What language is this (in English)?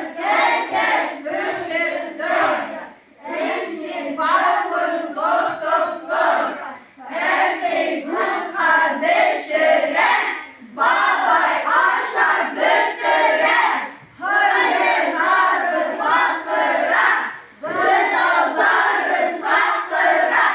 Bashkir